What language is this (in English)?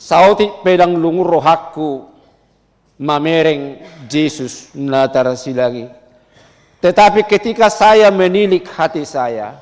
Batak Toba